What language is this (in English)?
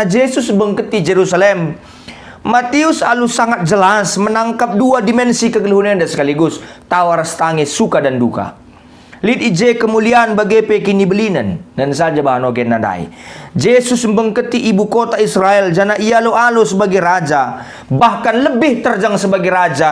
Batak Karo